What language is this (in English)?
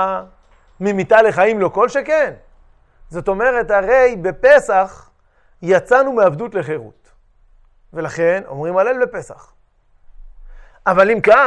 Hebrew